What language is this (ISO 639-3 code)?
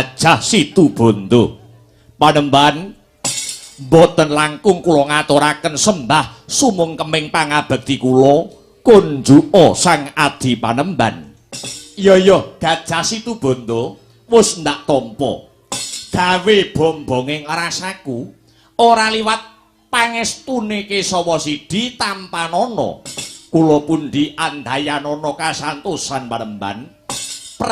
jav